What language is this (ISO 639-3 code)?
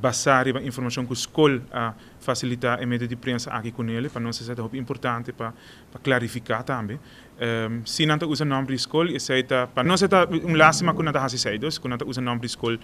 pap